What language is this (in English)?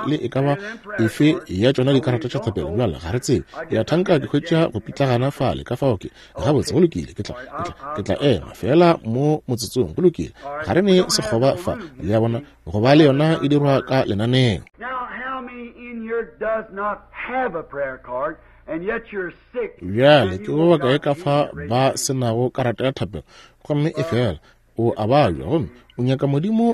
Northern Sotho